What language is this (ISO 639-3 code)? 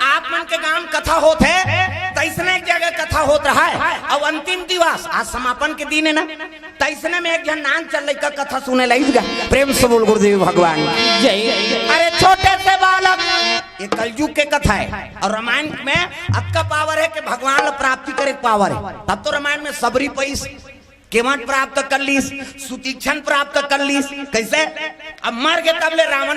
hne